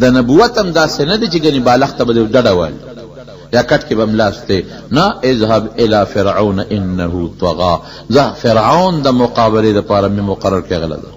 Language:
Pashto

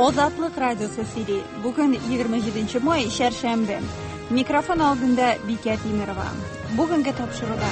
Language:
Tatar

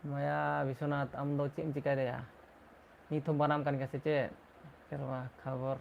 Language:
Santali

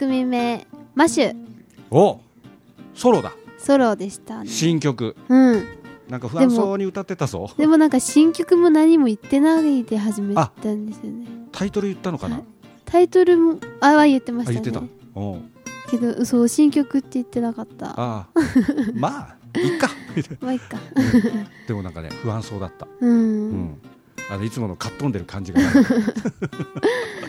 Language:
Japanese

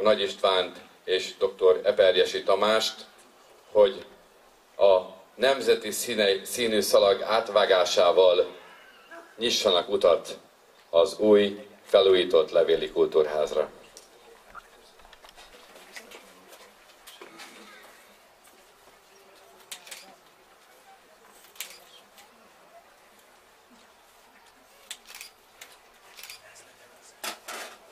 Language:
Hungarian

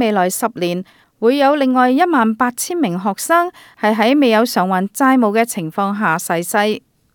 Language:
Cantonese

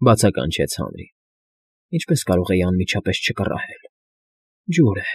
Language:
Armenian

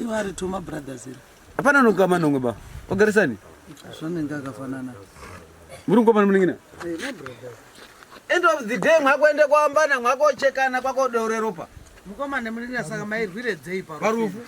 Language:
Shona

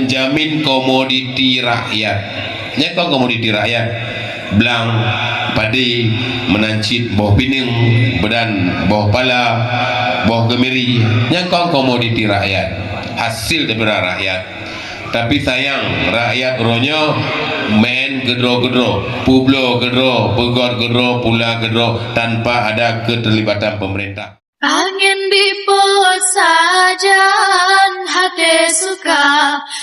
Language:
Achinese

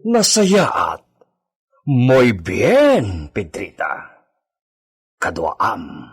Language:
Iloko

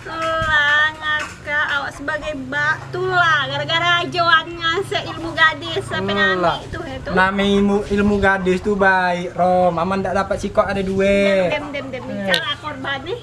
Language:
Musi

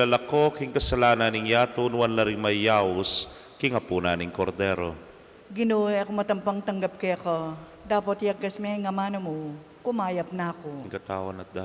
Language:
Pampanga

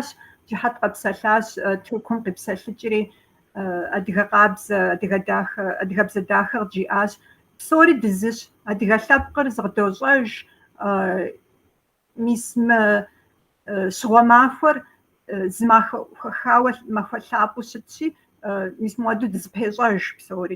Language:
Kabardian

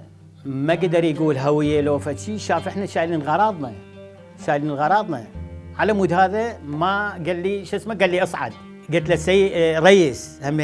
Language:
Mesopotamian Arabic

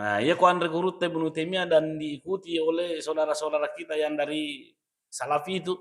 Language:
Buginese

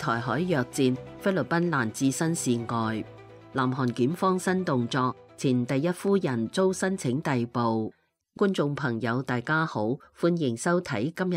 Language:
Cantonese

